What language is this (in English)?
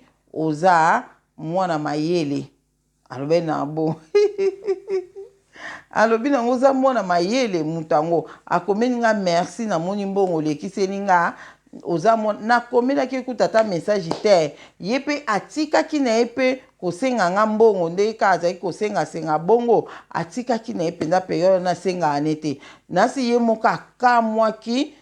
Lingala